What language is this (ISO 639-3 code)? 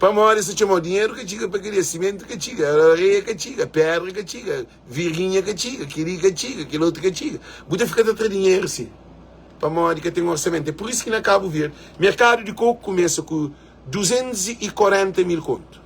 kea